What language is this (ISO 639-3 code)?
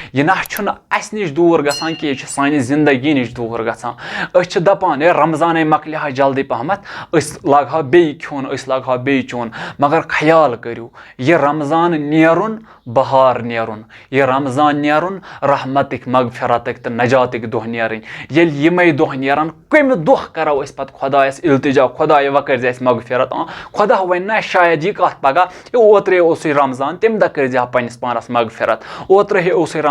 kas